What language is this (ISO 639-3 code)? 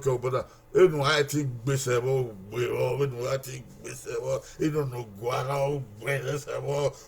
bin